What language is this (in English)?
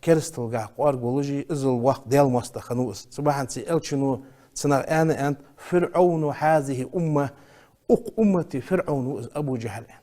Ingush